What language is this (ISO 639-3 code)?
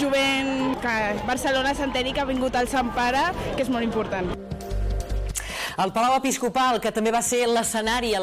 cat